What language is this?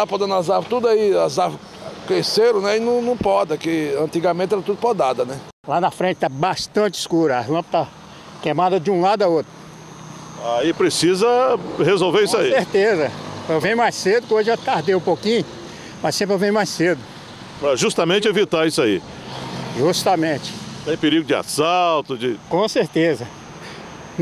Portuguese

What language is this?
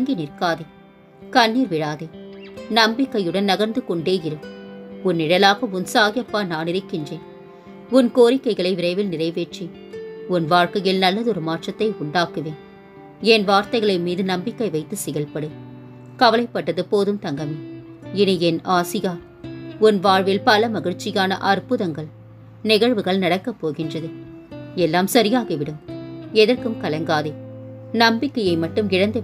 Tamil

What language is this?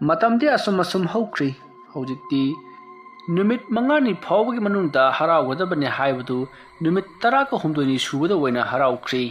Manipuri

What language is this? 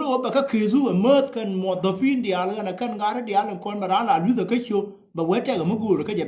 Nuer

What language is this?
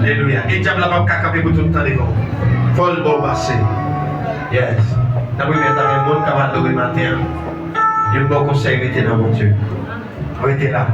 Haitian Creole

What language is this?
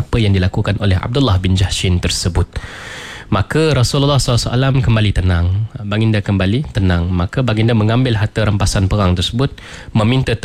Malay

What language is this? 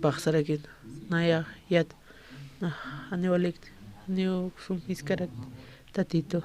Aymara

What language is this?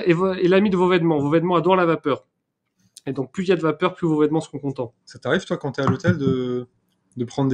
French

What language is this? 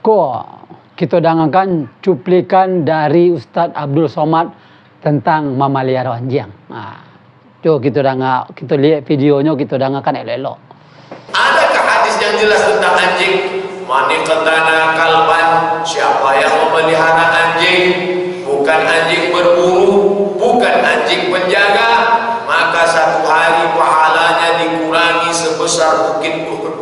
Minangkabau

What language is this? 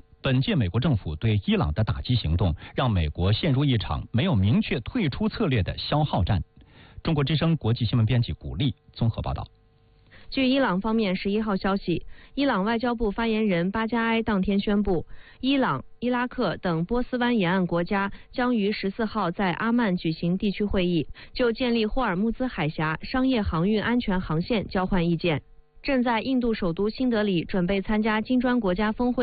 Chinese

